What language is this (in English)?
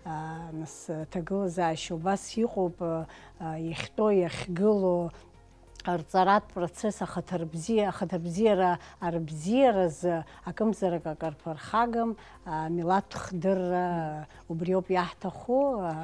Abkhazian